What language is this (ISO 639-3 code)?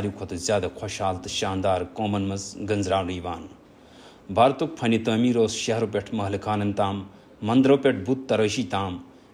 kas